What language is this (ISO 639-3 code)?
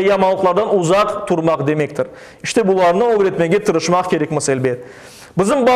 crh